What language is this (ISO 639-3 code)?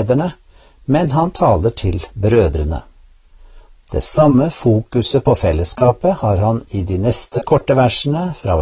nor